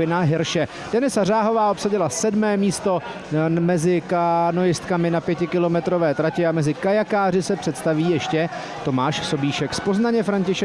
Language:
Czech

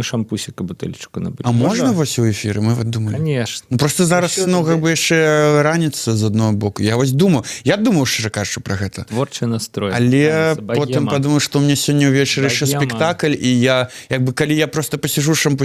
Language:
Belarusian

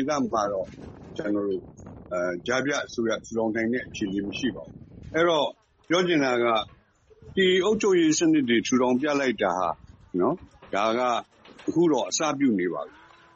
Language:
Burmese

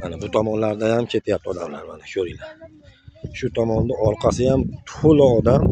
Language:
Uzbek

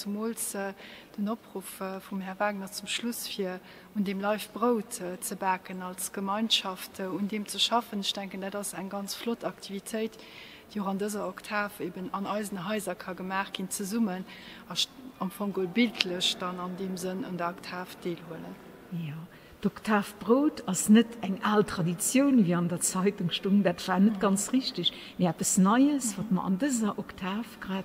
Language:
Luxembourgish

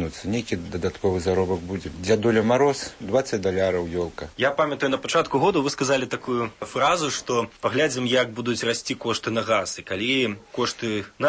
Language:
Belarusian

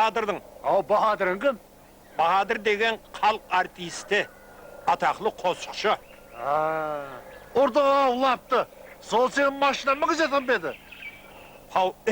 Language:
Kara-Kalpak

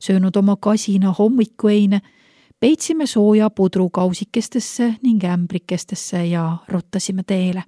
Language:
Estonian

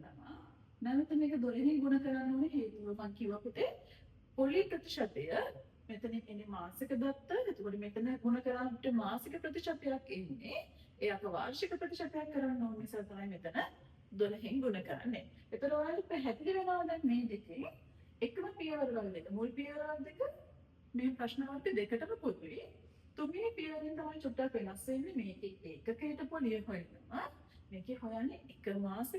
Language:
Sinhala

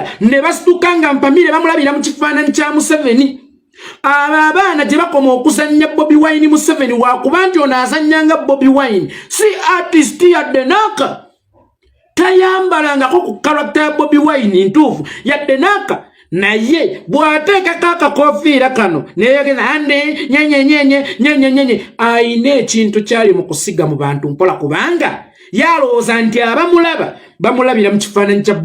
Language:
Ganda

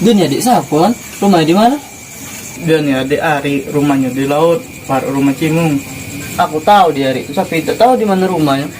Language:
Musi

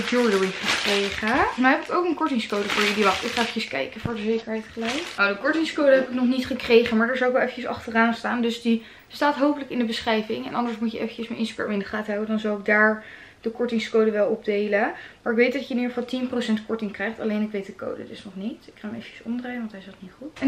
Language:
Dutch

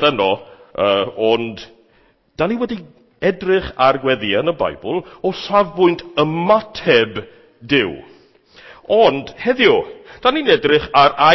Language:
Welsh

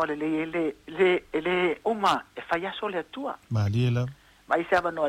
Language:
Samoan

